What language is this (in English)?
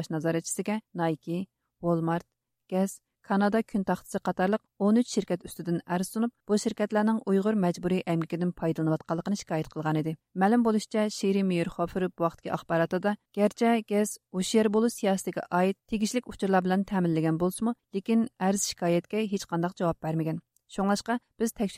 Uyghur